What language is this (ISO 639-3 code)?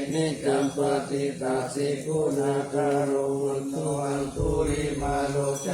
pli